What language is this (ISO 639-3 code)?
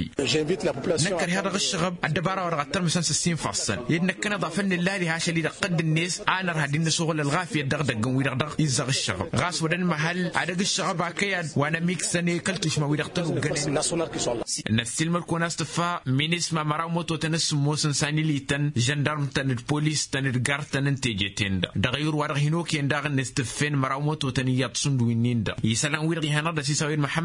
taq